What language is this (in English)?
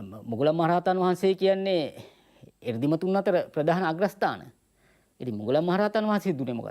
Sinhala